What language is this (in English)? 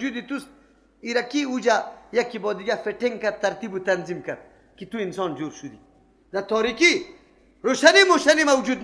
Persian